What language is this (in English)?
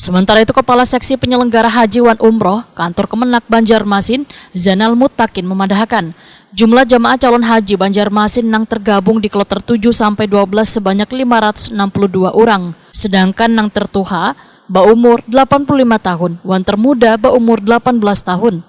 Banjar